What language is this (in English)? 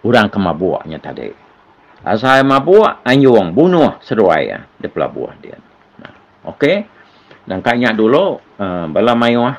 Iban